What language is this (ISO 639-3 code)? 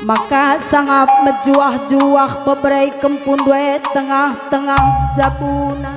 btx